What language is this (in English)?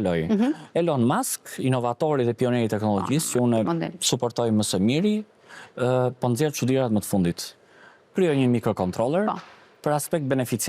Albanian